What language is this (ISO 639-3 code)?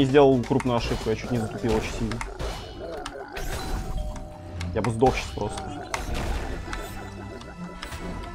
rus